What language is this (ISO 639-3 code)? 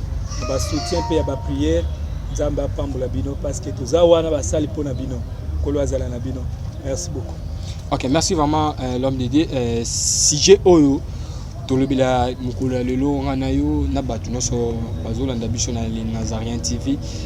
lin